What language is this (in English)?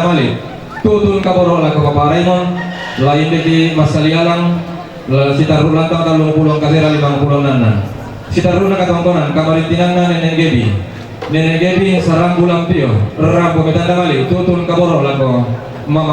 Toraja-Sa'dan